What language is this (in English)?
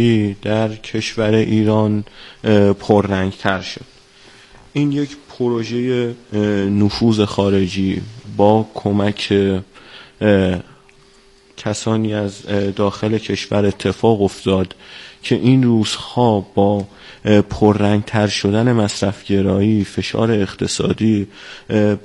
Persian